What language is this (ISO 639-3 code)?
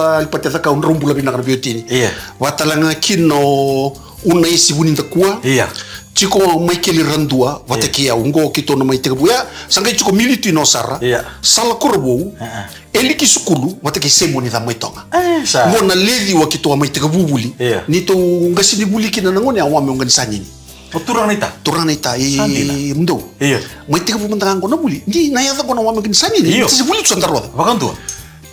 fij